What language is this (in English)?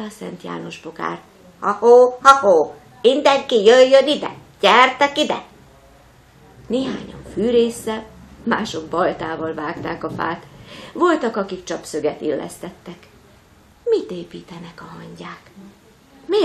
Hungarian